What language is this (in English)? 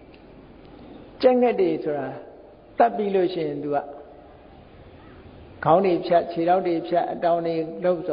Burmese